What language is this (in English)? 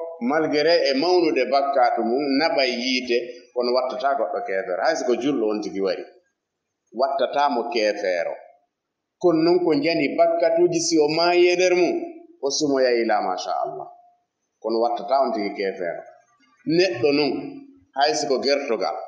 Fula